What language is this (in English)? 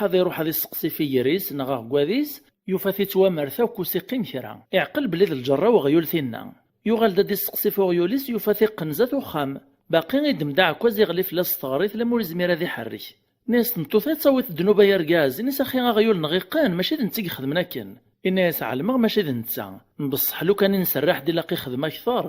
Kabyle